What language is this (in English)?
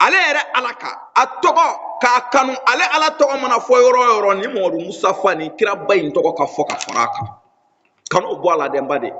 Bambara